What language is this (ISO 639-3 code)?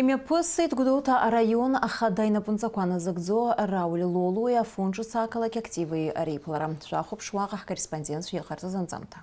abk